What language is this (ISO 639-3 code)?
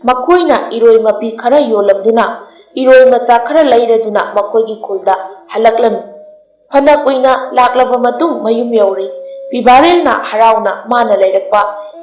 mni